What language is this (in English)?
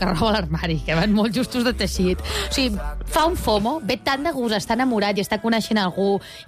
Catalan